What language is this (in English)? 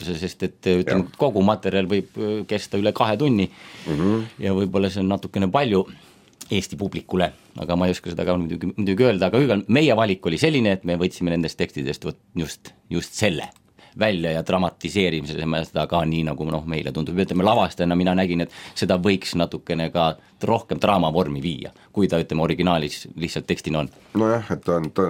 Estonian